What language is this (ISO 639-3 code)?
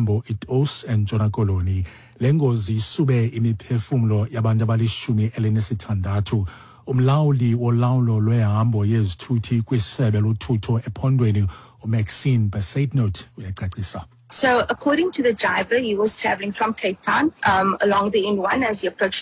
xho